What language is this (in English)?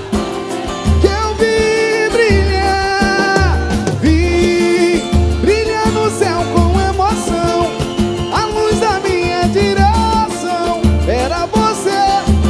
Portuguese